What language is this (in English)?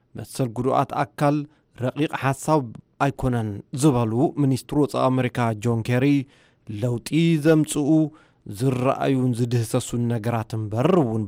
Tigrinya